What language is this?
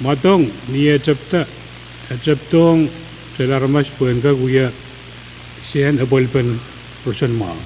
Pohnpeian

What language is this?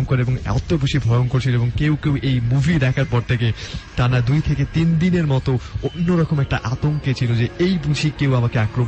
Bangla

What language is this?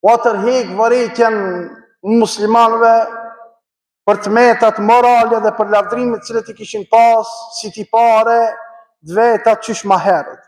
Albanian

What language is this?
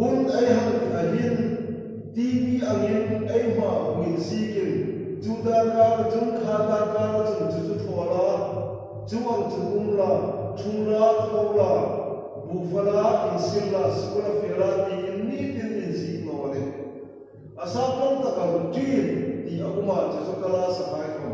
Hmar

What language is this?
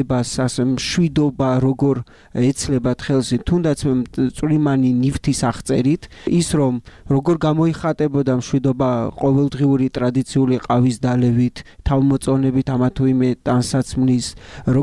Georgian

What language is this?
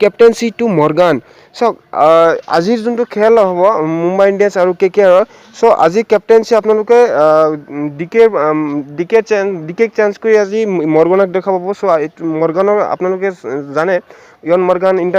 Assamese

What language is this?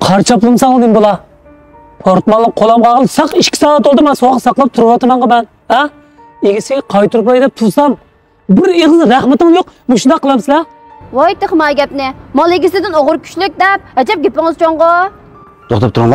Uyghur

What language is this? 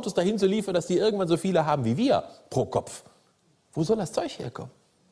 German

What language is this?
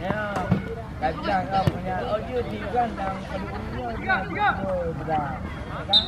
Achinese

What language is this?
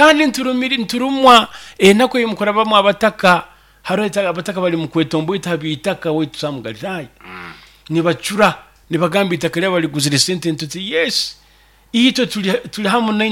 Nyoro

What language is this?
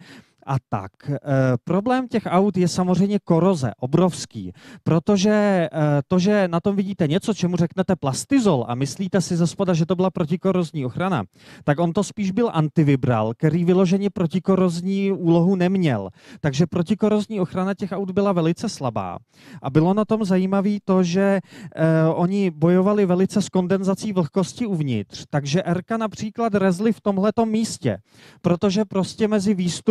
Czech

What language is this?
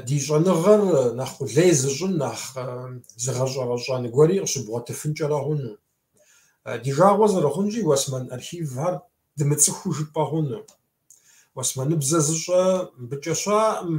Kabardian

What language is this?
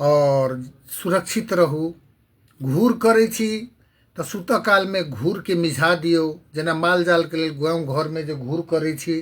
Maithili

